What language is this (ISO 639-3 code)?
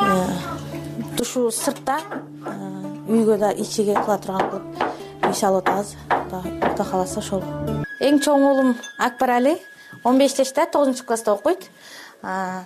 kir